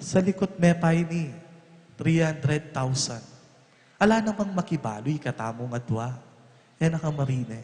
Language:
Pampanga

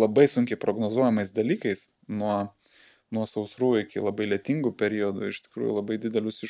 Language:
Lithuanian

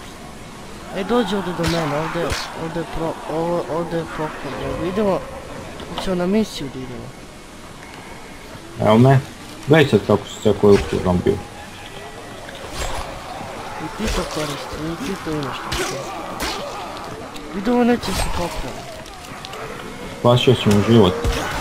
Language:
Croatian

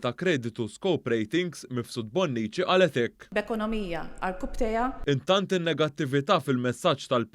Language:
Maltese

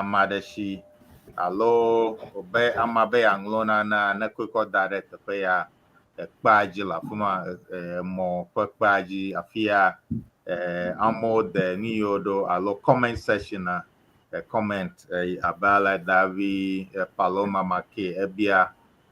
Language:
Ewe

